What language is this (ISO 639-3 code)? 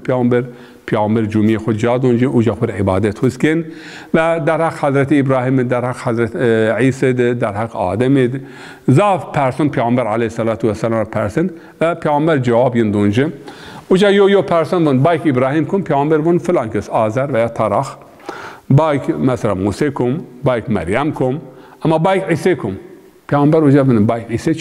zza